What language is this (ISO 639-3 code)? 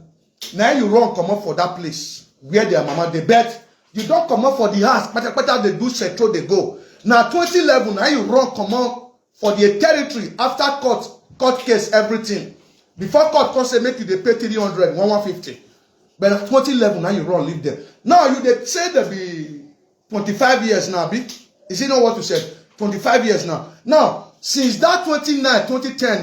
pcm